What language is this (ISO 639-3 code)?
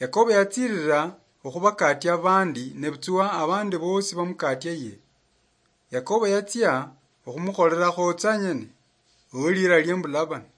luy